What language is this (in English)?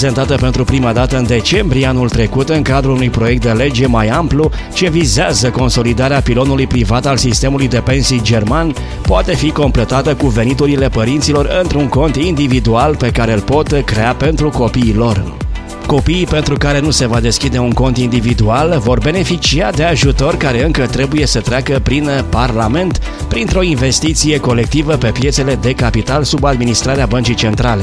Romanian